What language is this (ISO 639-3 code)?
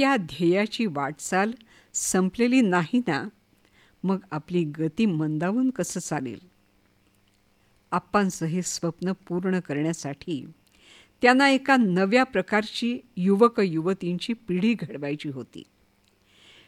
mar